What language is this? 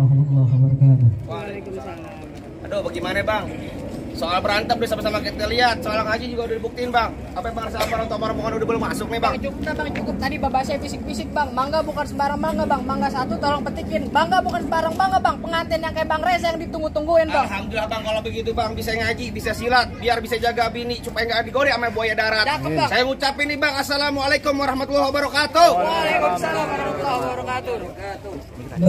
Betawi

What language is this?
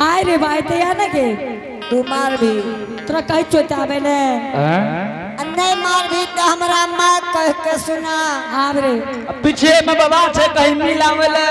Angika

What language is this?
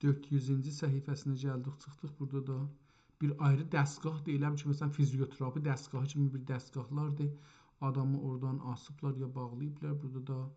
South Azerbaijani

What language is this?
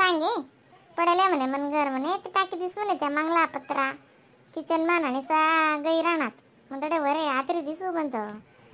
Khandesi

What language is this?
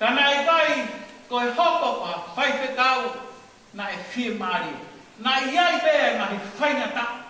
Tongan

